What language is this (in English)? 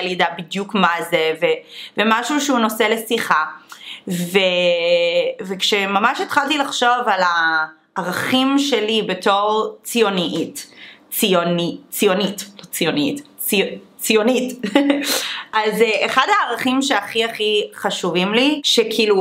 Hebrew